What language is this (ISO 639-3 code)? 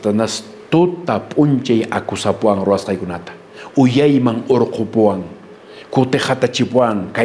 que